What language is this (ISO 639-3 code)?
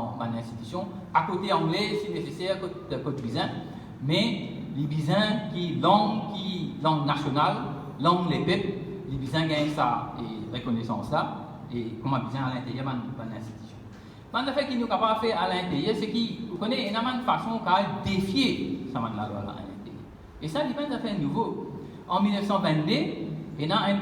mfe